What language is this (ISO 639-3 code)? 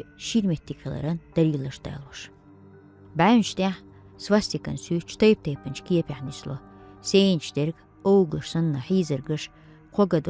che